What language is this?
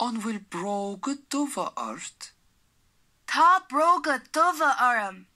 Irish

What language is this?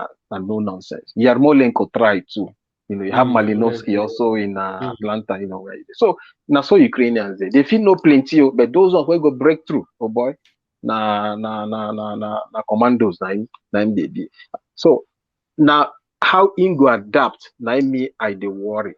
Nigerian Pidgin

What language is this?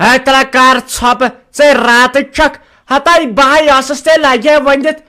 Kashmiri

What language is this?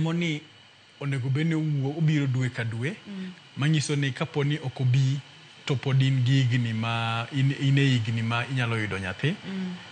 Luo (Kenya and Tanzania)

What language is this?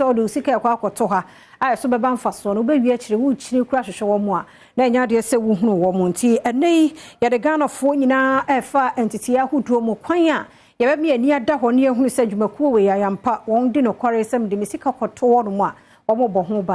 Akan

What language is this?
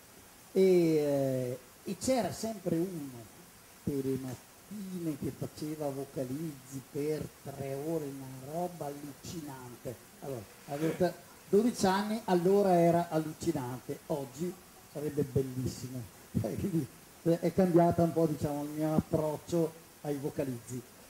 Italian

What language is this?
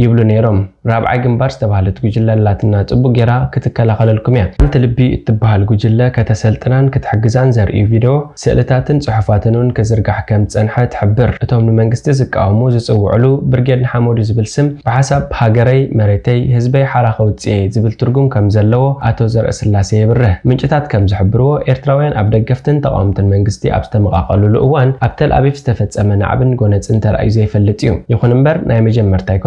Tigrinya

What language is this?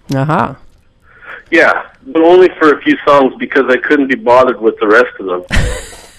English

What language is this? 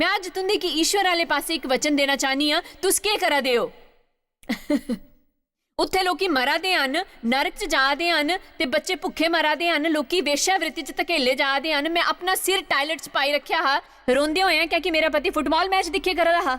Dogri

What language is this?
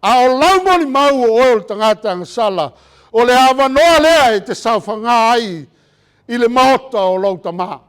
Samoan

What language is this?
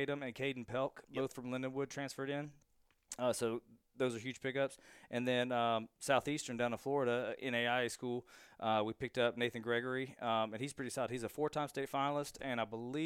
English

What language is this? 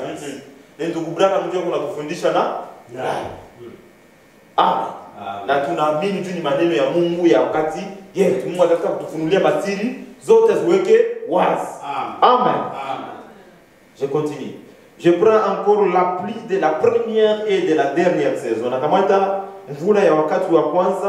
Swahili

